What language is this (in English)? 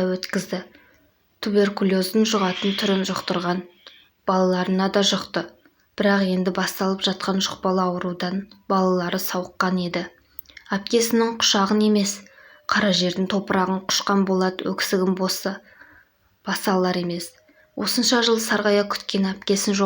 Kazakh